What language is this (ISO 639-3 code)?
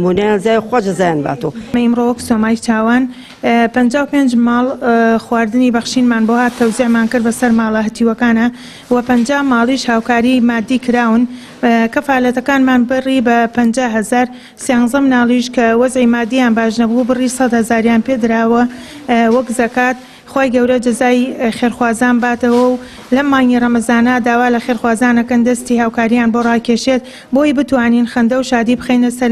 ckb